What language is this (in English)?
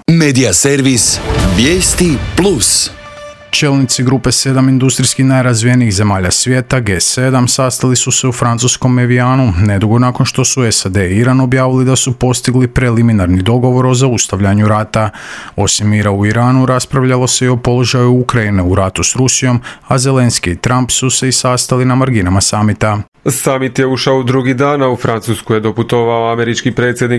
Croatian